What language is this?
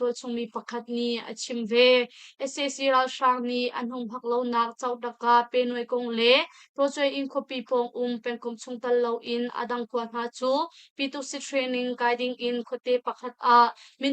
Hakha Chin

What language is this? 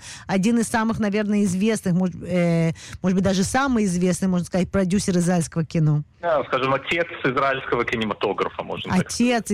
Russian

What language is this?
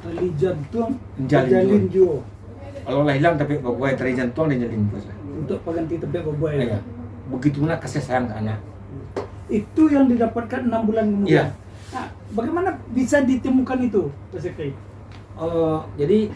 Minangkabau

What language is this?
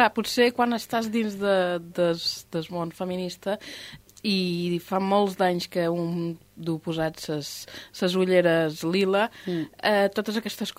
Catalan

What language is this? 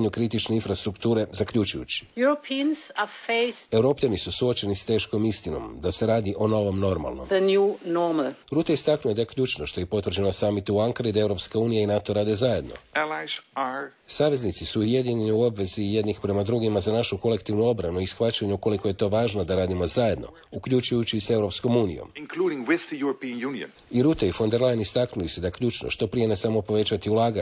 Croatian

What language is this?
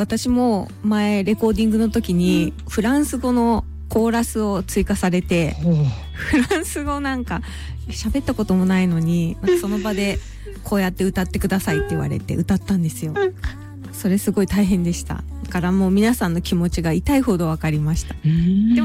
Japanese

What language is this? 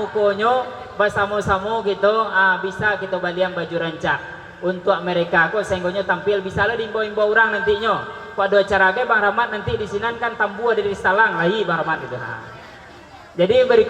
Minangkabau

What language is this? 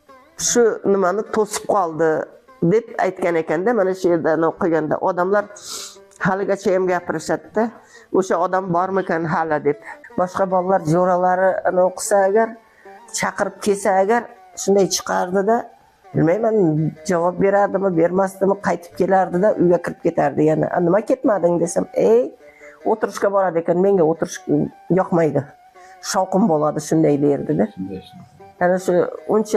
Uzbek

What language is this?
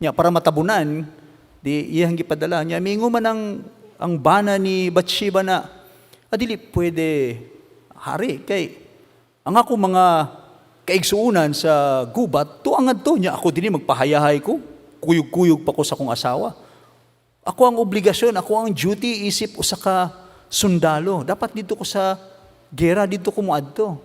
Cebuano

